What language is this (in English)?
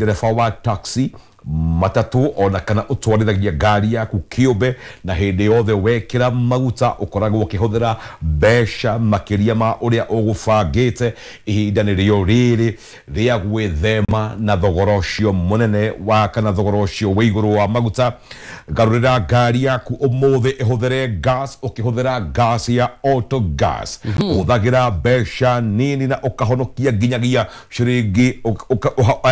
Kikuyu